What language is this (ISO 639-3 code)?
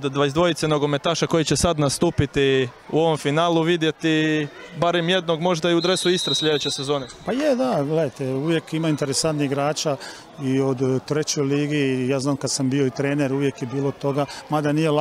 hrv